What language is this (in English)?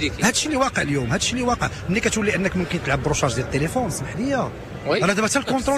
Moroccan Arabic